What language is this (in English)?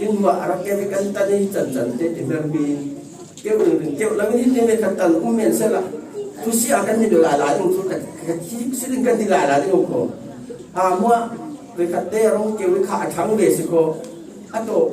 Falam Chin